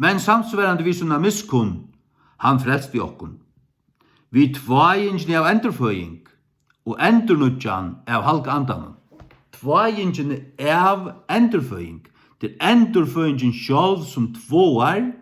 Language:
Faroese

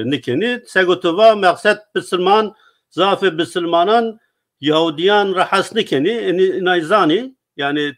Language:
Zaza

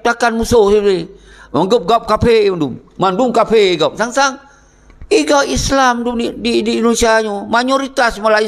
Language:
Achinese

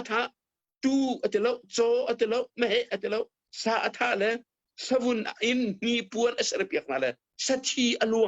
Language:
Hakha Chin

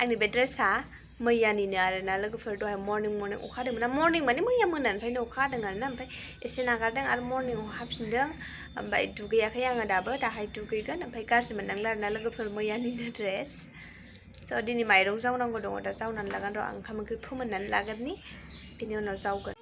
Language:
Bodo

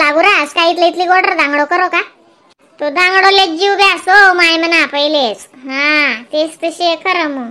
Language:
Khandesi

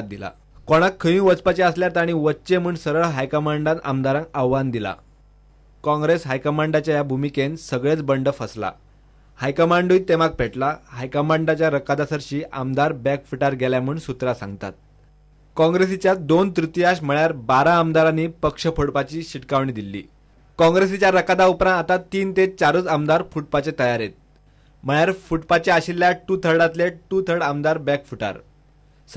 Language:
Konkani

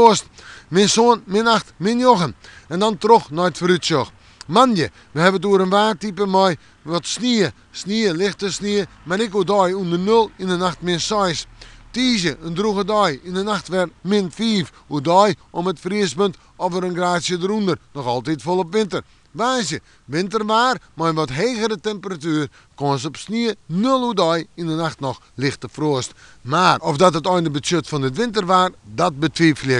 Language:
Western Frisian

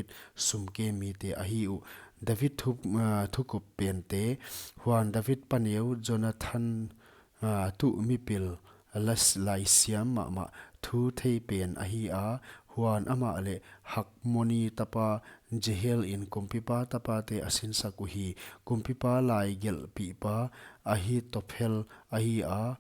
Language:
Paite Chin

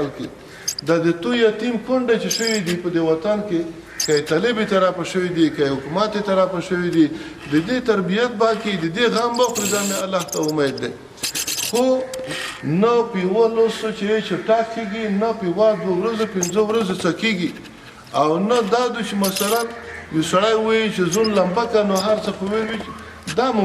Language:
Pashto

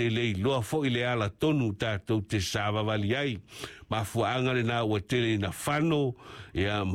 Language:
Samoan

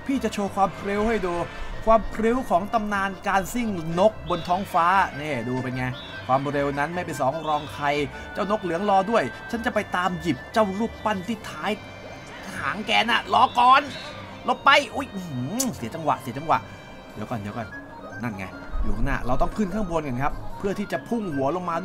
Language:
Thai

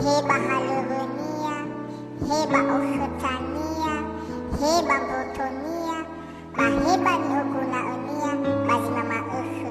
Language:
Nias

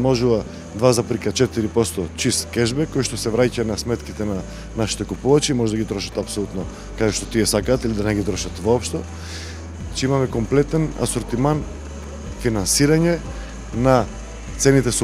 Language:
Macedonian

